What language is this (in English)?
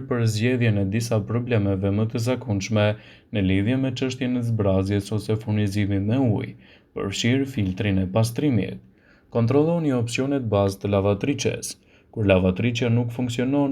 Albanian